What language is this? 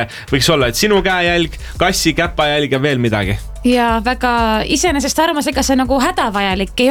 Estonian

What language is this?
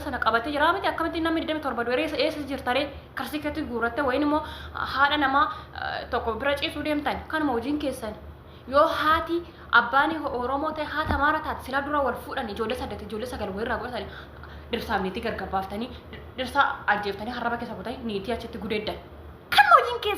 Oromo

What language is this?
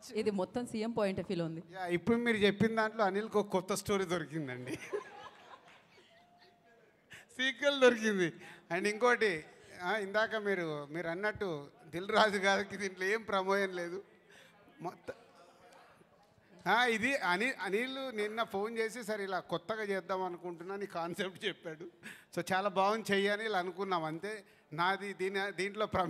Telugu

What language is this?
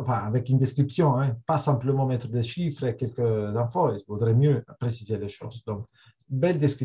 French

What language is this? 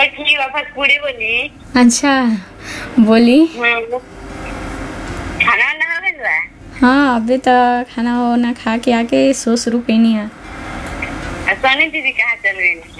Bhojpuri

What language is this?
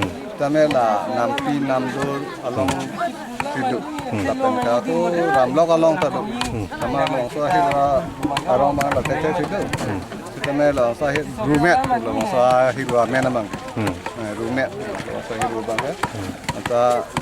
Karbi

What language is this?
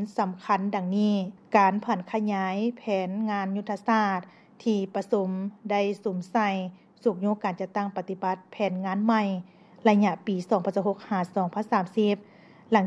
Lao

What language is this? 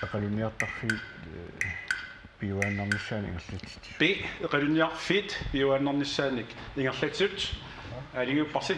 Kalaallisut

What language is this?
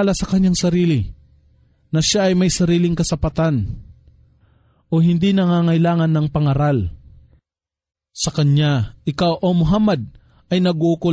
Filipino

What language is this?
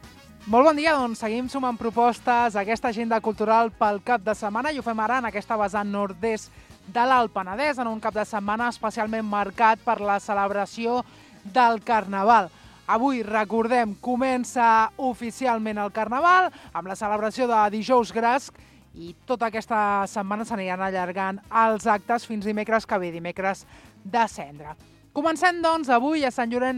Catalan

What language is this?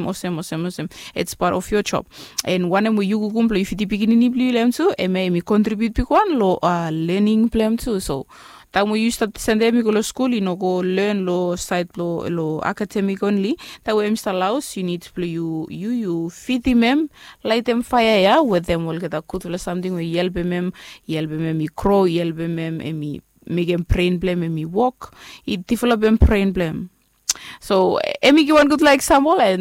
Bislama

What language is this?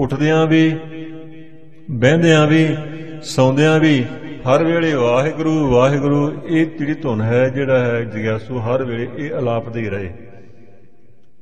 Punjabi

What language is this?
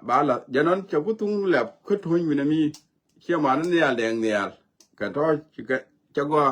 Nuer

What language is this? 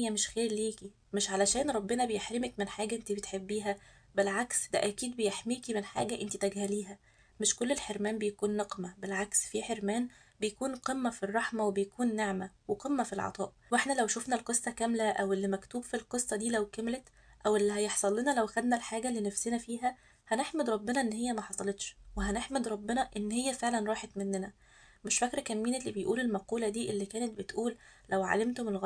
Egyptian Arabic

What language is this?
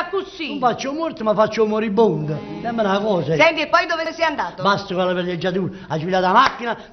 Neapolitan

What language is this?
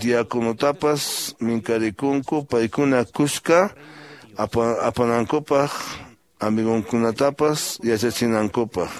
Quechua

